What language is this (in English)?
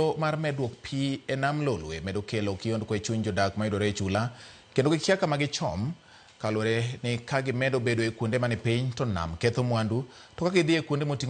Luo (Kenya and Tanzania)